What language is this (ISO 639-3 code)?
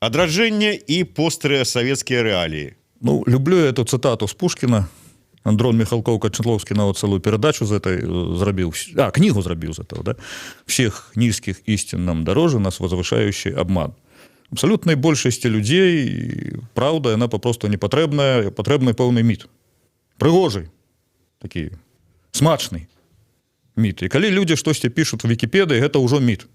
bel